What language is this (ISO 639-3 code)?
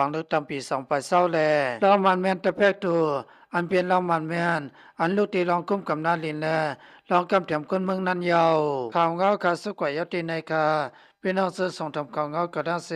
shn